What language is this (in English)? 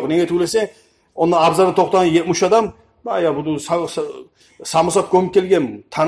Kumyk